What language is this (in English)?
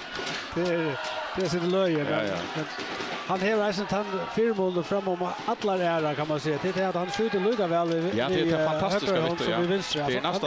Faroese